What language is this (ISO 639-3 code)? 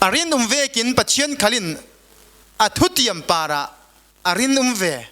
cfm